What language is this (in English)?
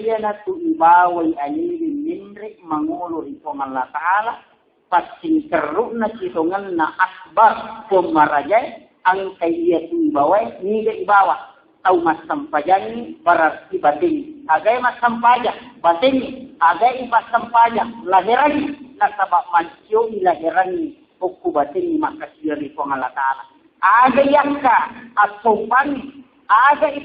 Buginese